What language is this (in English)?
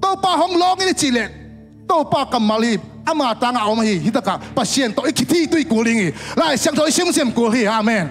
Tedim Chin